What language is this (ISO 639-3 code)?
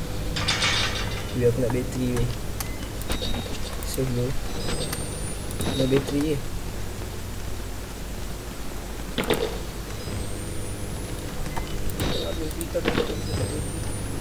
msa